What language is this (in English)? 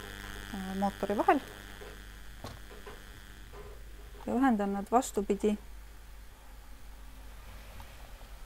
Estonian